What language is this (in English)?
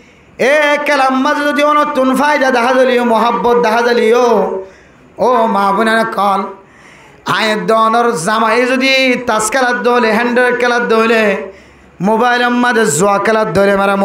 Rohingya